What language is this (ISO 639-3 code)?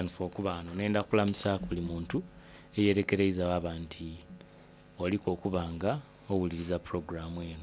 xog